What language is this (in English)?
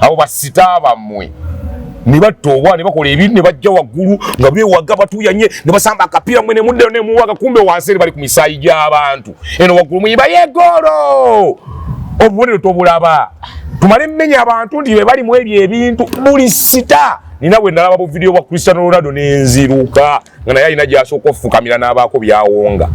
Ganda